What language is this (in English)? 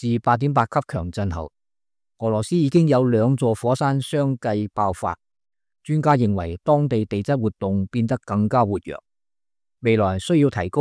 Cantonese